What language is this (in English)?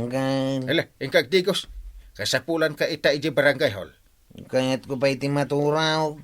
Iloko